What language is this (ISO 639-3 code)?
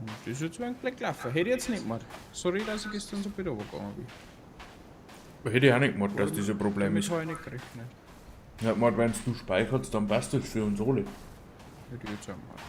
bar